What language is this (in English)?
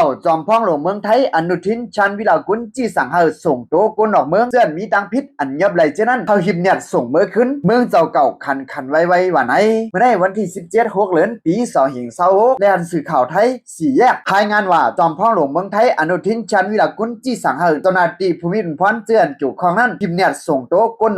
Shan